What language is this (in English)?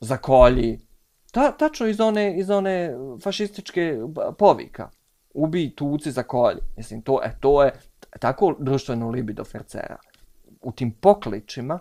Bosnian